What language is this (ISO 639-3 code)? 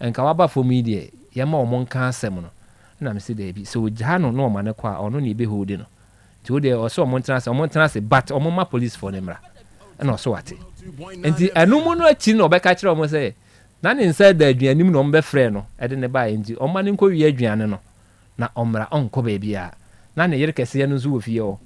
aka